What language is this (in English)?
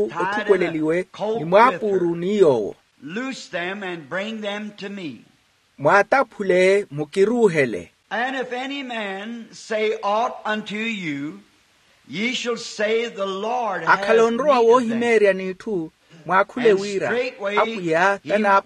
Makhuwa